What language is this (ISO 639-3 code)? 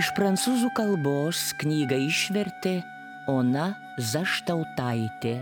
lit